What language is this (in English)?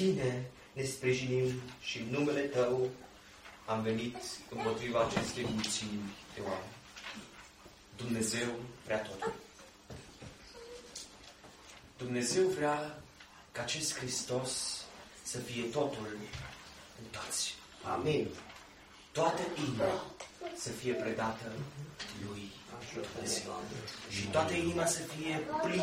Romanian